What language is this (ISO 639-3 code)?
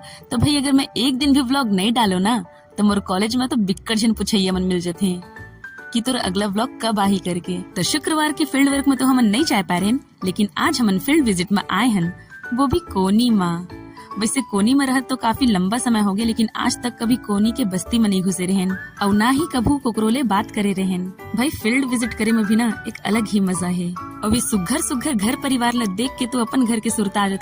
hne